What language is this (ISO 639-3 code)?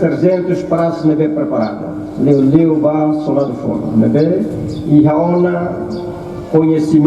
tet